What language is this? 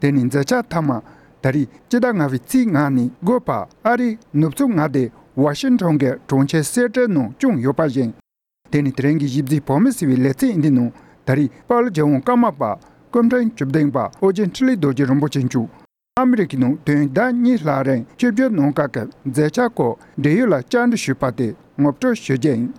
Tibetan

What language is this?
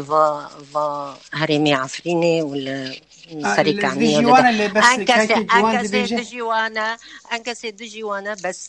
Kurdish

